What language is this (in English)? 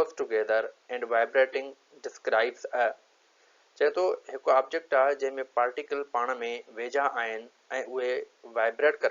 Sindhi